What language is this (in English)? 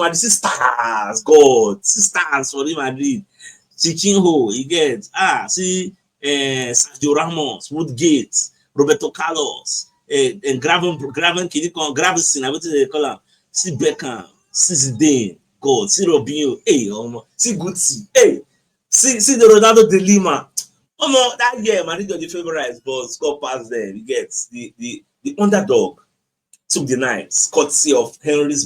Nigerian Pidgin